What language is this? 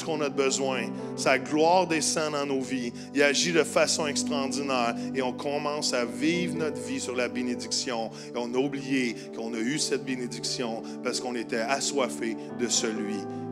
French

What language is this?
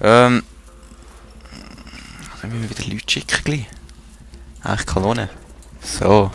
Swiss German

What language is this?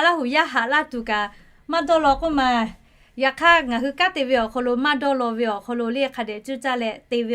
Lahu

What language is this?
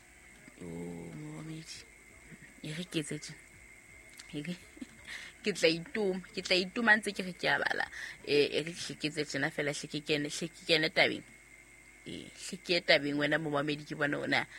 Southern Sotho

